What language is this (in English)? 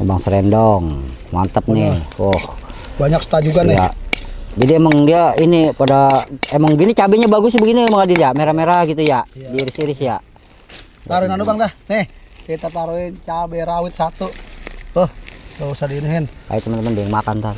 Betawi